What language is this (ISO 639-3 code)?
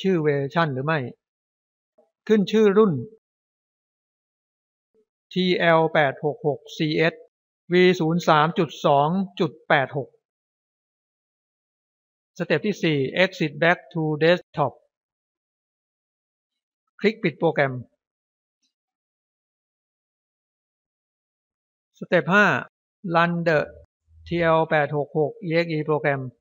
tha